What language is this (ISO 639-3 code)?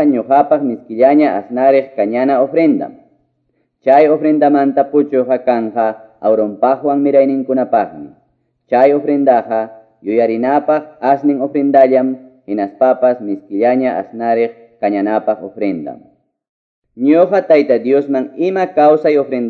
que